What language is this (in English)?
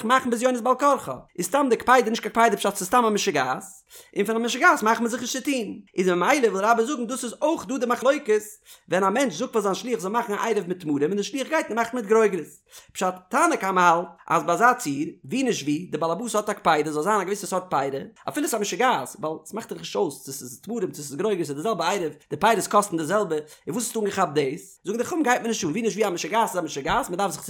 Yiddish